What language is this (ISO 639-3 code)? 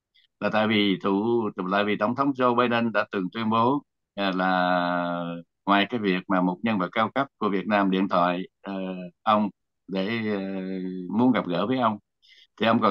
vie